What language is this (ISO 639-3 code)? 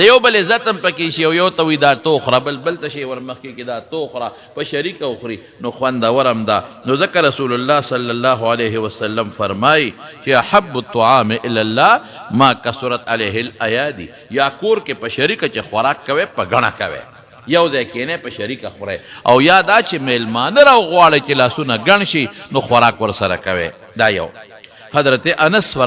pus